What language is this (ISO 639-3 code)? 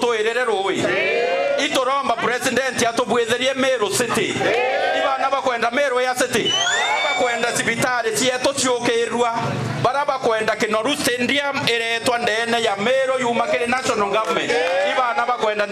mer